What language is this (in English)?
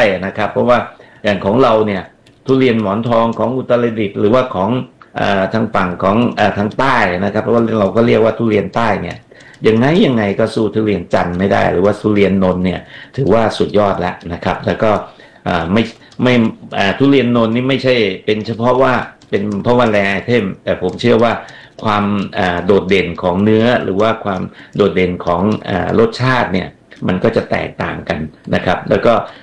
Thai